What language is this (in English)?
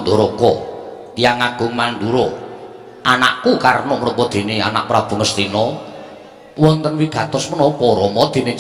Javanese